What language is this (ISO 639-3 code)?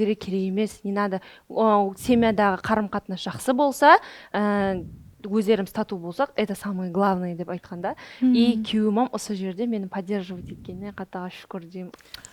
kaa